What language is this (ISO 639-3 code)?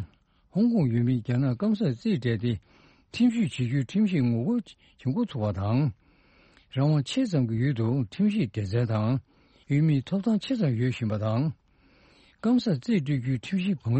bod